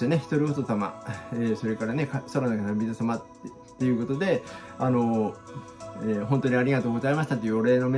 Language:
Japanese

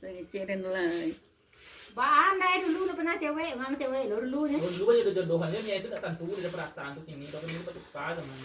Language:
Minangkabau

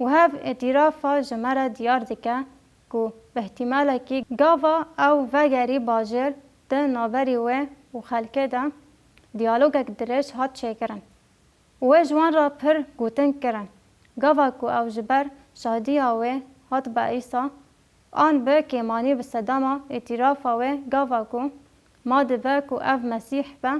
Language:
Kurdish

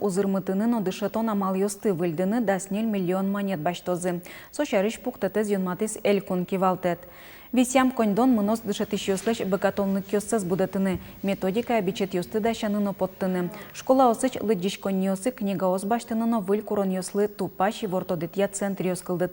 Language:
Udmurt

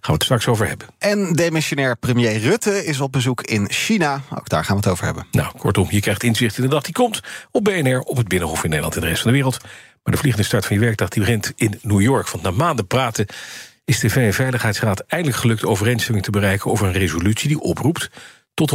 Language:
Dutch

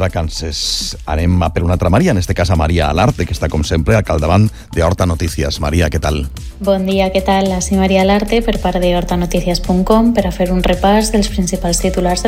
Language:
Catalan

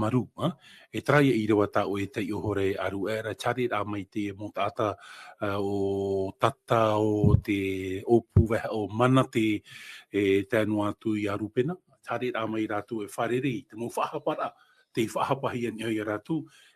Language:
Tahitian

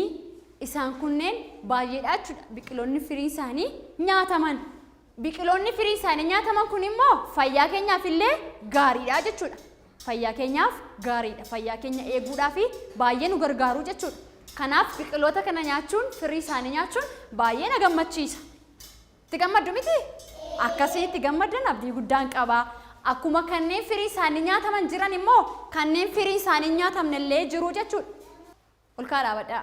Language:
Oromo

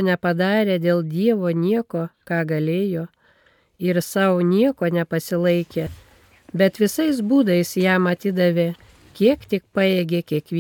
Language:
Lithuanian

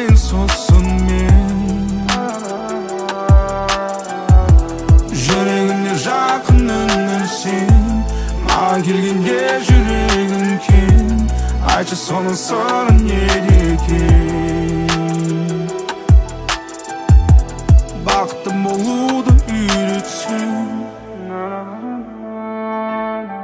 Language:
Kazakh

